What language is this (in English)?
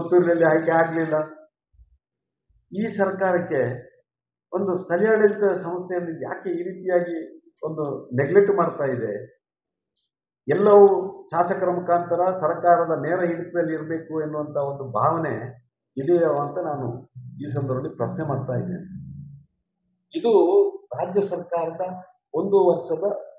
Kannada